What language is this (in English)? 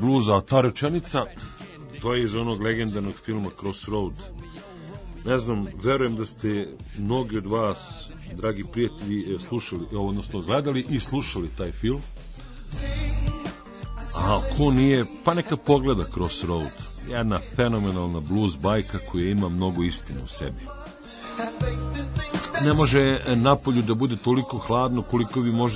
Serbian